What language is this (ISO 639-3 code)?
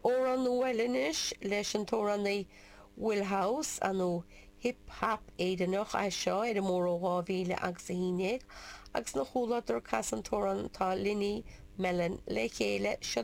gle